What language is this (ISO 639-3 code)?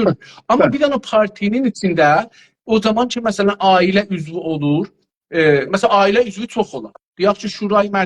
azb